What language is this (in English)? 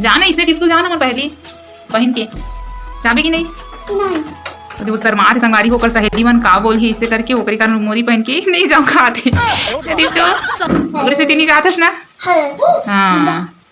Chhattisgarhi